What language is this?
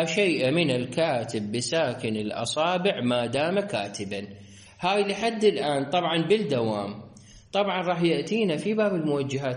Mesopotamian Arabic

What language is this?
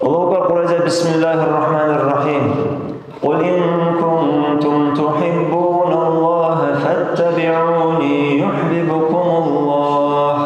Dargwa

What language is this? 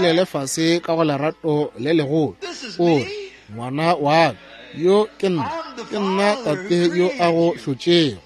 Northern Sotho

